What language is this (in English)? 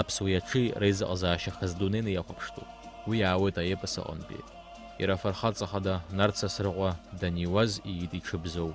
Abkhazian